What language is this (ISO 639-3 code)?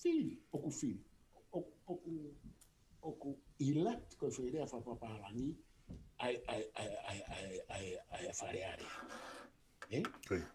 ton